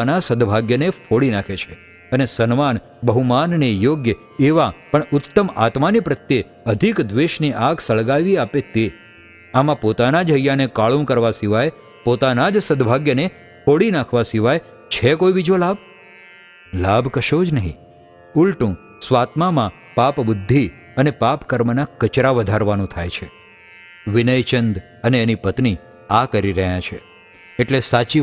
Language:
Gujarati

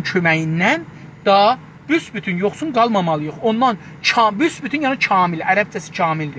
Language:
South Azerbaijani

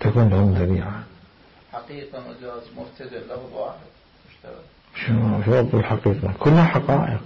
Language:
Mesopotamian Arabic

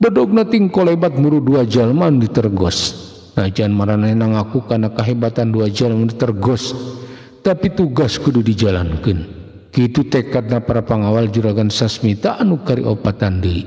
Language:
Sundanese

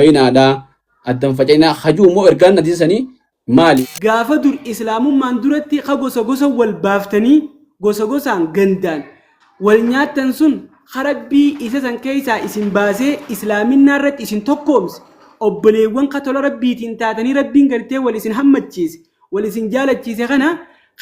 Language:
Oromo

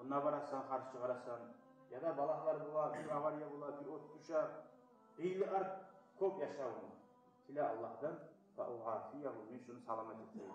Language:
Kumyk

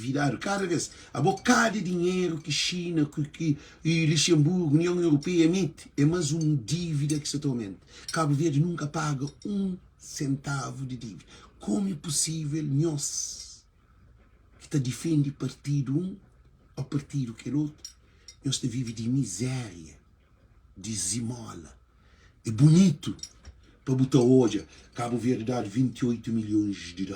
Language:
Kabuverdianu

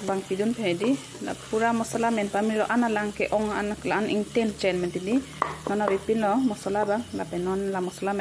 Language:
Karbi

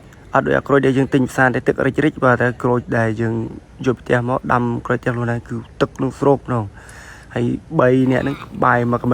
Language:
Khmer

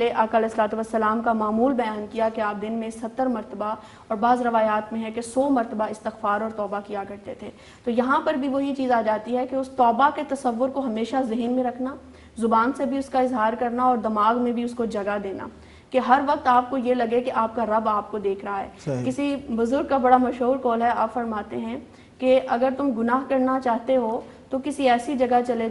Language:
Urdu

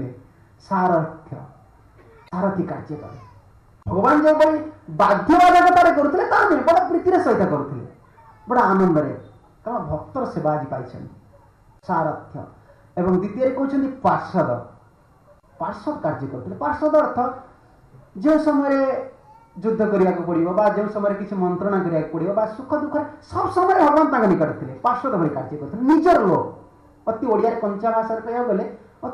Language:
Odia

